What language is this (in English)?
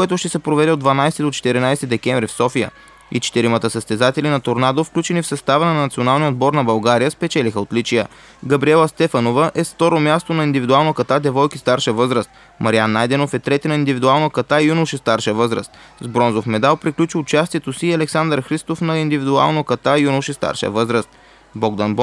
Bulgarian